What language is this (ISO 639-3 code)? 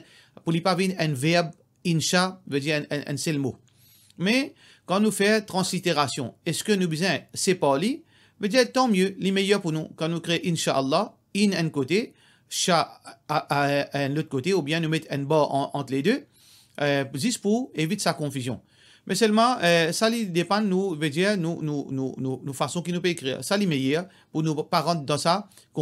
mfe